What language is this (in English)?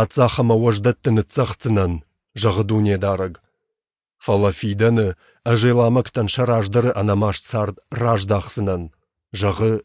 Ossetic